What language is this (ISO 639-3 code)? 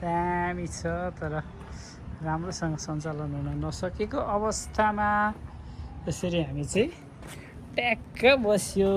nep